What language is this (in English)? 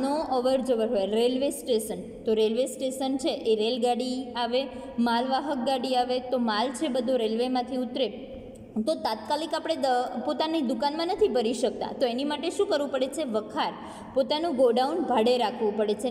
Gujarati